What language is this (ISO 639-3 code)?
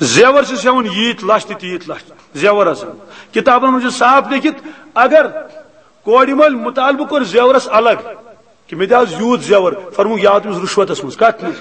kas